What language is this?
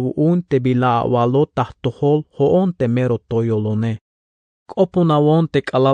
Tzeltal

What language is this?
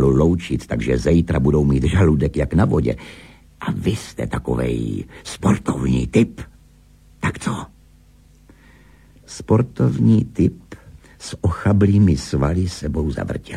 Czech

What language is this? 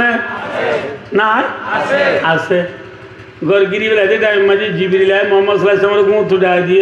Rohingya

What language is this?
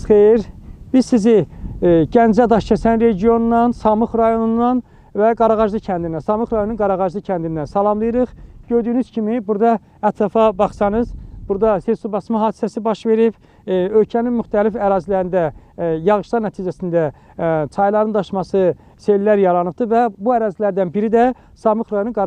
Azerbaijani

